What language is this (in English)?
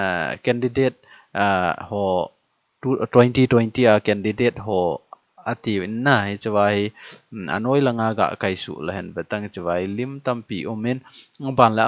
Thado Chin